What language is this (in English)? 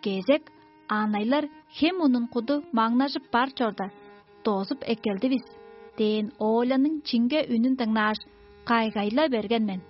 Tuvinian